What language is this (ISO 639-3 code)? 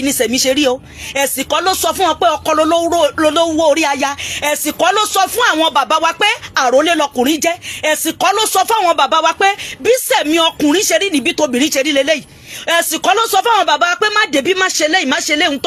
yor